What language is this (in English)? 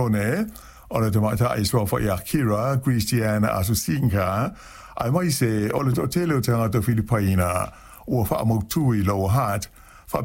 Samoan